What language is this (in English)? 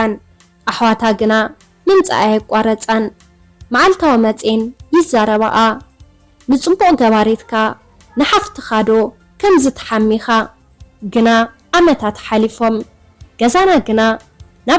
Tigrinya